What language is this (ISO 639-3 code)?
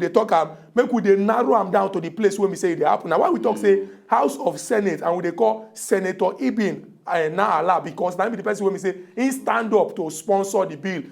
pcm